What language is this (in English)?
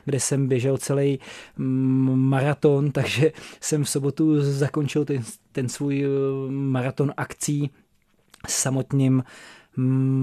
Czech